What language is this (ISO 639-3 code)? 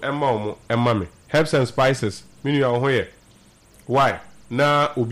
aka